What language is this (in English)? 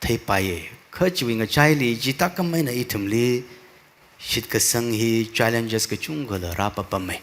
Tangkhul Naga (India)